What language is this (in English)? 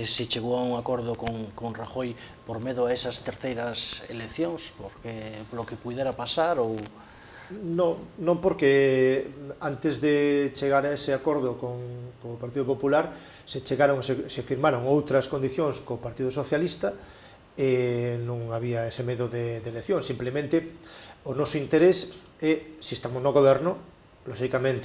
Galician